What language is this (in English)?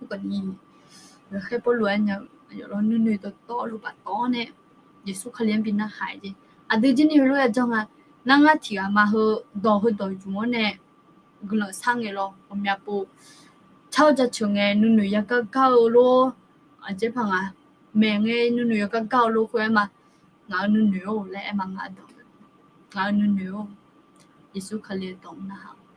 Akha